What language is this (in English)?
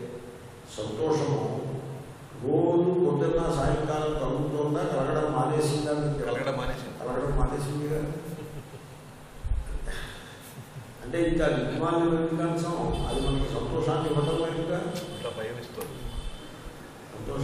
Telugu